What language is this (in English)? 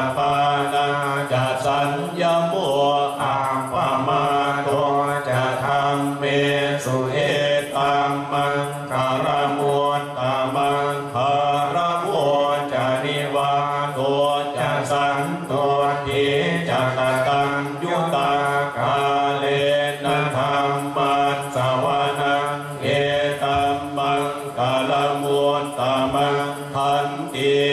Pali